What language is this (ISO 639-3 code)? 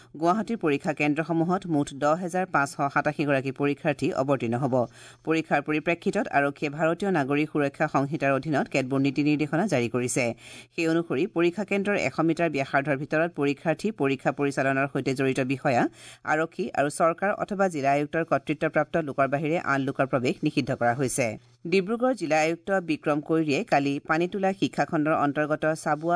asm